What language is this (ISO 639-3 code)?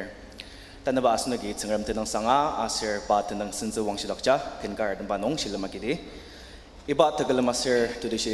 njo